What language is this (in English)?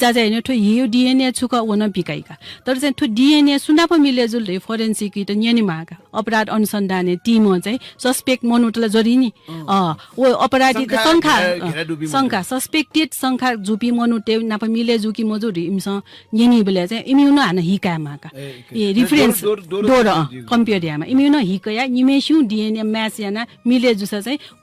Newari